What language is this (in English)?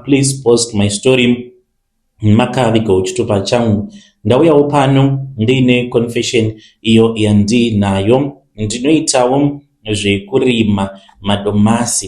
Shona